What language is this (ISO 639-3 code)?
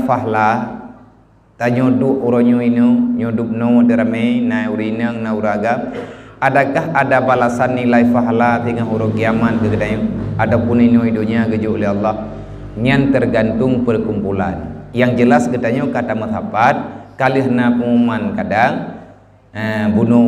ace